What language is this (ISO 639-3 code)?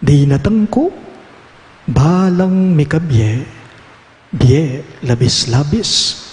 pam